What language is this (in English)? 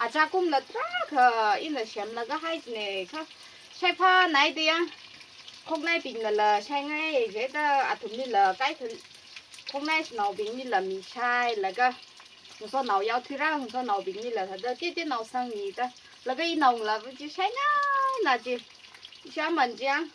Tangkhul Naga (India)